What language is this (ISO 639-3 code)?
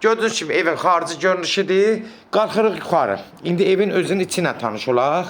aze